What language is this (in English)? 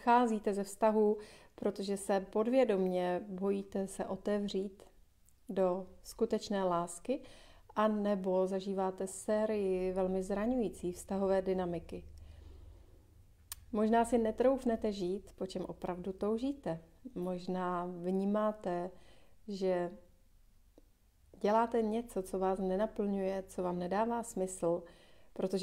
Czech